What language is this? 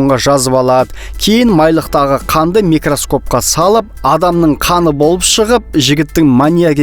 Kazakh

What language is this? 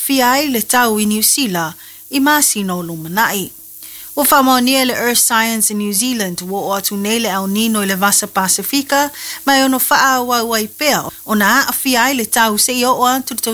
Samoan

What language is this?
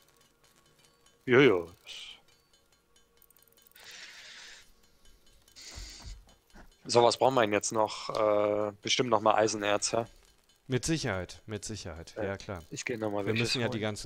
German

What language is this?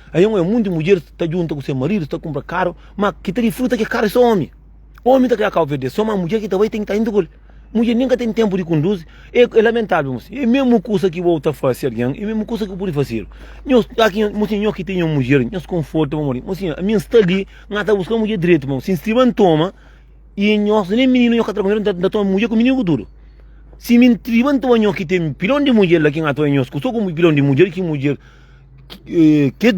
Kabuverdianu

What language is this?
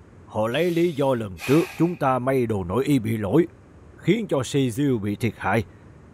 Vietnamese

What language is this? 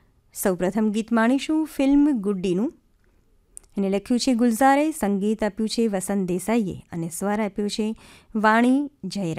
Gujarati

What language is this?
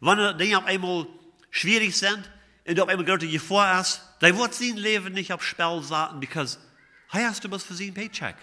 Plautdietsch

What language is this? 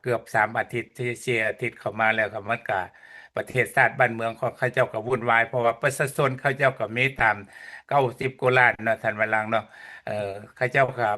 Lao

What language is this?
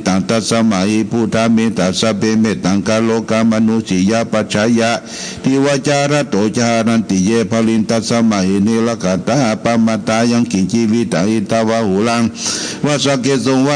Pali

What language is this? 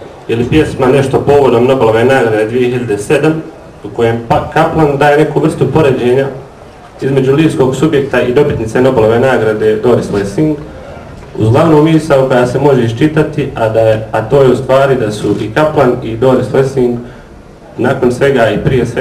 Bosnian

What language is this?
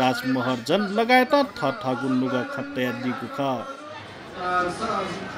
Newari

